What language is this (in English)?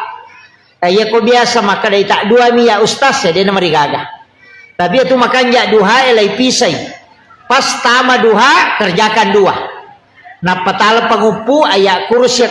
Buginese